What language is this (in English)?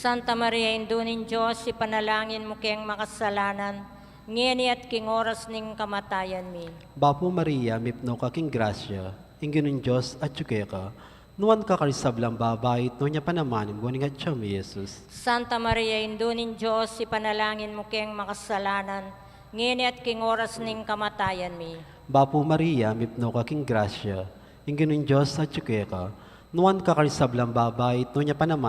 Pampanga